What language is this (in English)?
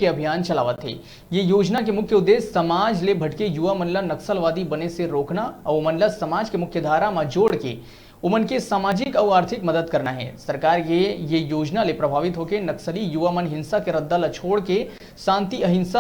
Chhattisgarhi